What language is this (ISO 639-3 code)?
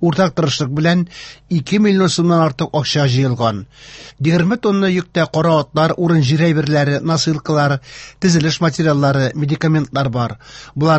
tat